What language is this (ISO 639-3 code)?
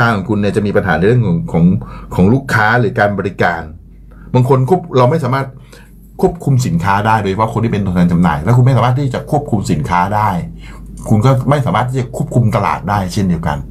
tha